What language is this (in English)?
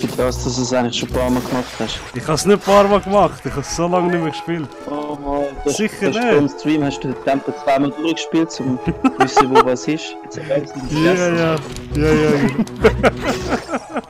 Swiss German